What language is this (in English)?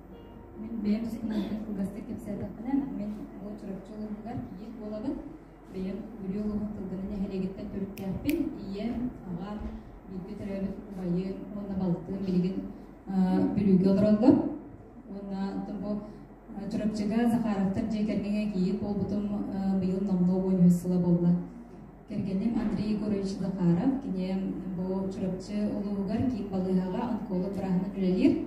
Yakut